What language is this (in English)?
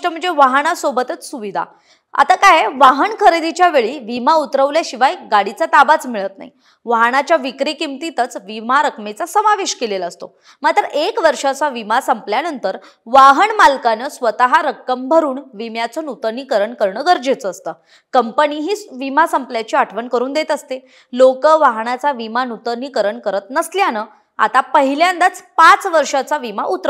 Marathi